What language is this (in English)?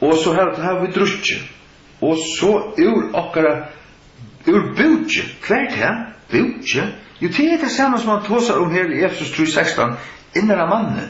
Faroese